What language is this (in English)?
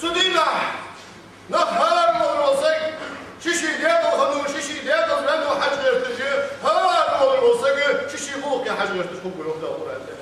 Ingush